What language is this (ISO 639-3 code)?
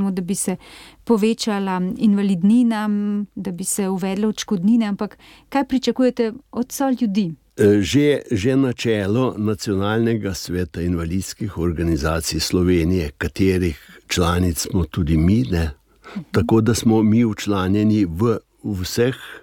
slv